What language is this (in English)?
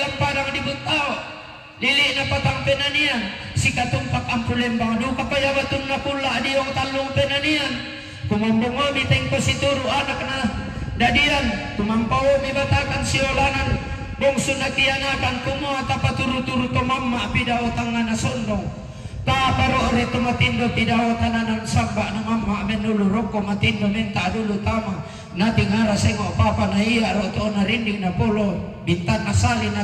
Toraja-Sa'dan